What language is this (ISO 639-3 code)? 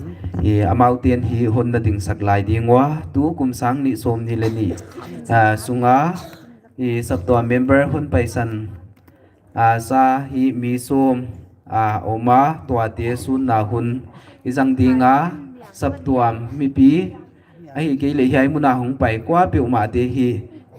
pck